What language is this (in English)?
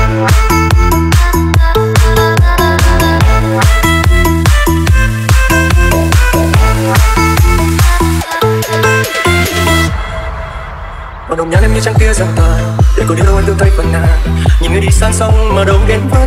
Vietnamese